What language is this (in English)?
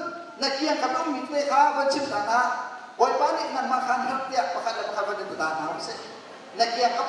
Hakha Chin